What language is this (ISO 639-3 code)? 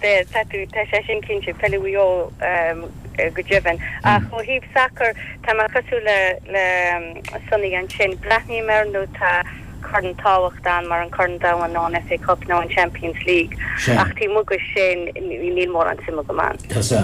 gle